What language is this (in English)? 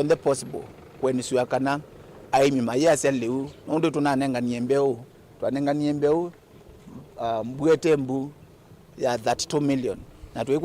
Kamba